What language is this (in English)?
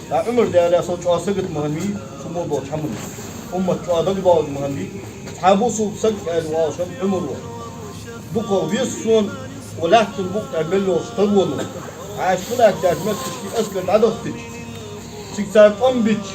Ingush